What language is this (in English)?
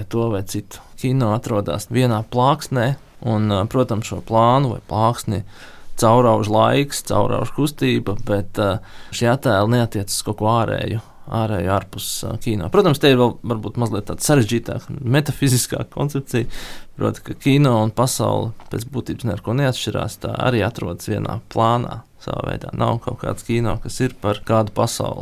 Latvian